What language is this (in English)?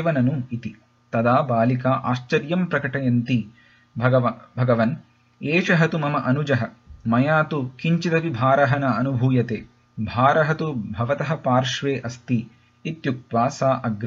Sanskrit